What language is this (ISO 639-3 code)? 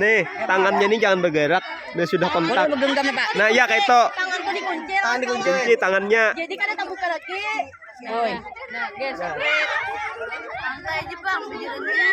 bjn